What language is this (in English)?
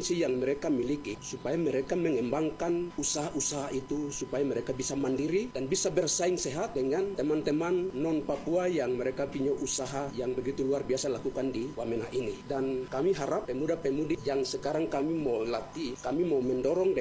Indonesian